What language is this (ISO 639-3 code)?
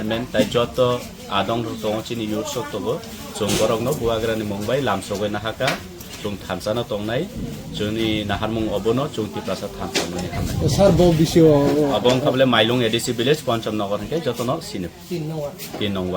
trp